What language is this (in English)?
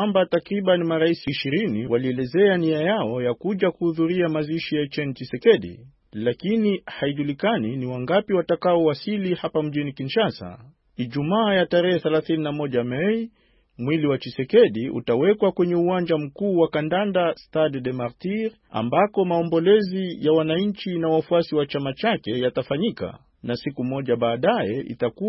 Swahili